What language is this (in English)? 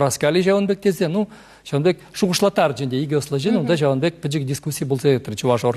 Chuvash